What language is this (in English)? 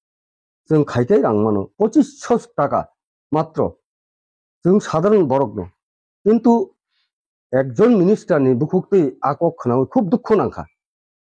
Kok Borok